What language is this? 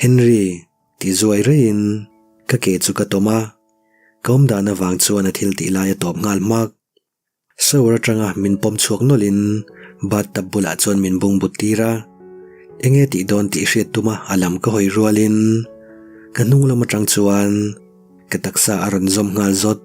Mizo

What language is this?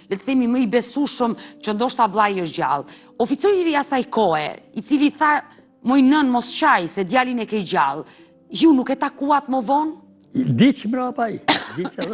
Albanian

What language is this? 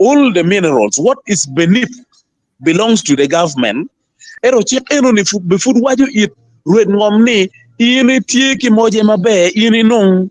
Acoli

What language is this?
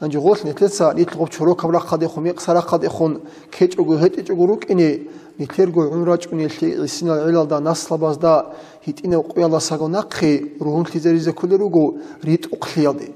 Avaric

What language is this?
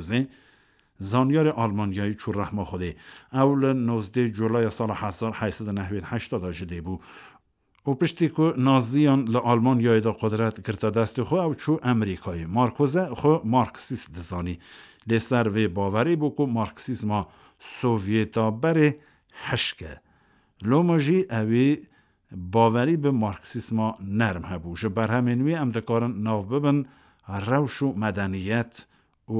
Kurdish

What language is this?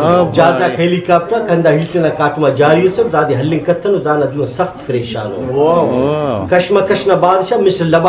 Brahui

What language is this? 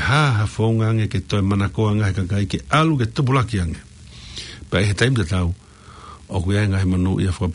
Tongan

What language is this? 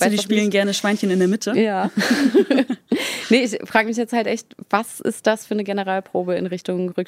German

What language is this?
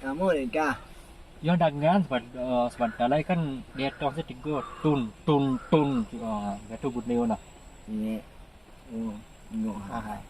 Minangkabau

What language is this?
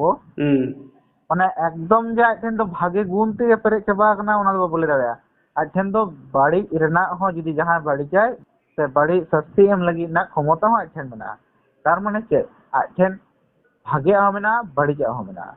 Santali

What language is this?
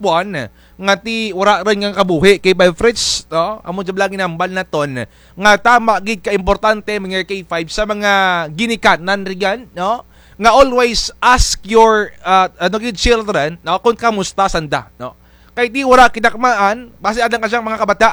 Kinaray-a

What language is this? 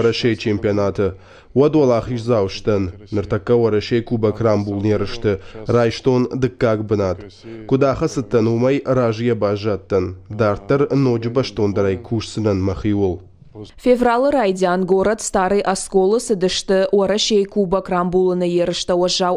Ossetic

